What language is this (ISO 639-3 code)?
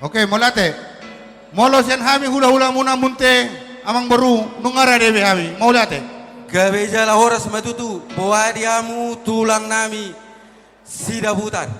bbc